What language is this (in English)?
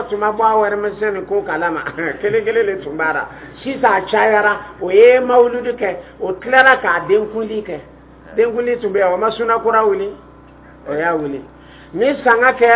Dyula